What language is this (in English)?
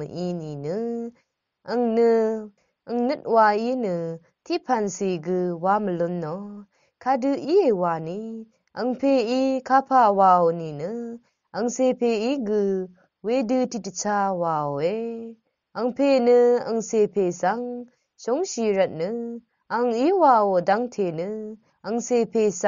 Rawang